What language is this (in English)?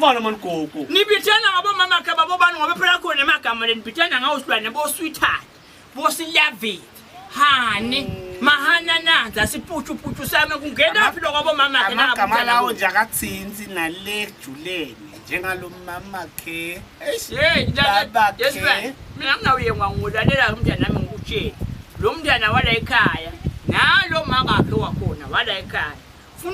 Swati